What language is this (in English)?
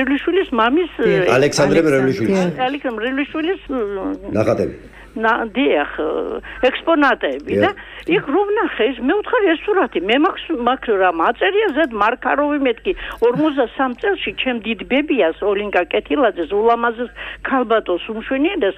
Georgian